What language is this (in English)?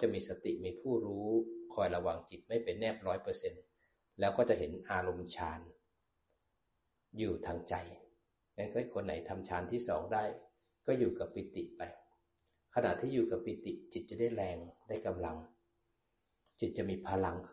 Thai